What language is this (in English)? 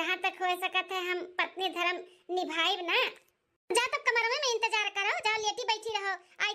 Awadhi